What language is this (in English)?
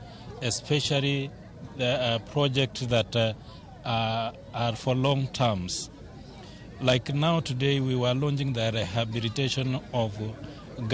Luo (Kenya and Tanzania)